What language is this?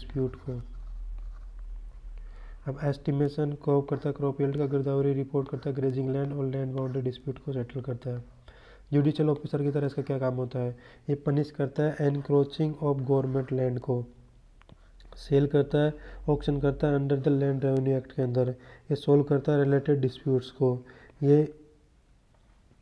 Hindi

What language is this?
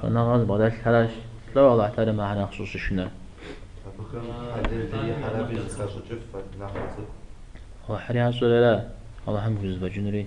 Kabardian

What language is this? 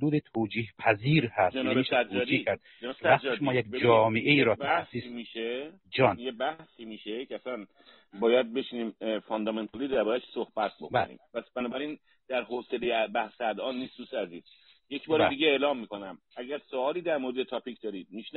Persian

